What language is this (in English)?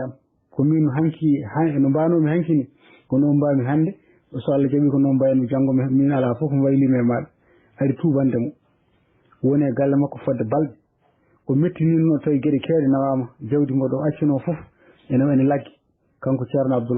Fula